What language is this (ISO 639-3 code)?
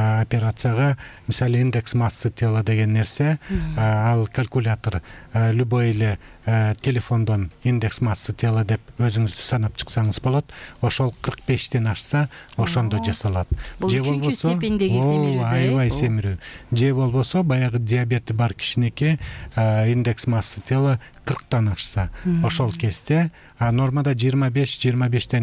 kir